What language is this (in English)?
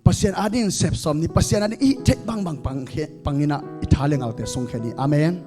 Tedim Chin